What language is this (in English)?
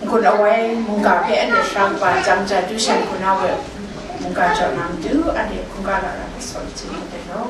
Kachin